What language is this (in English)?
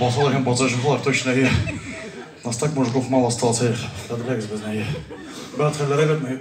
Tatar